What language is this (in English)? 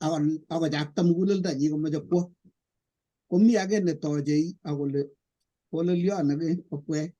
Kalenjin